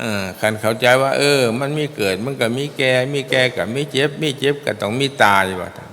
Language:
Northeastern Thai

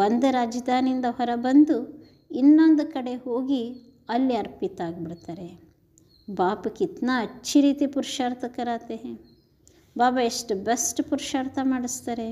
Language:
Kannada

